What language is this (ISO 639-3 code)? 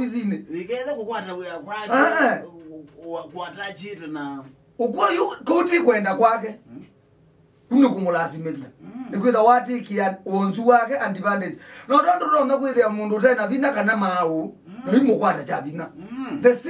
kam